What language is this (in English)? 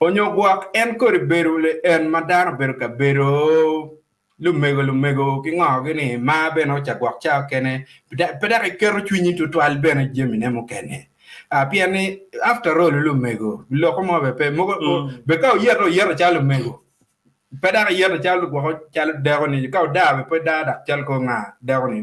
Acoli